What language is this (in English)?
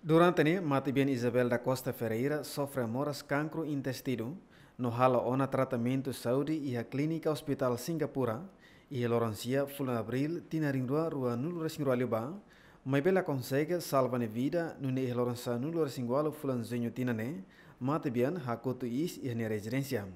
Tetum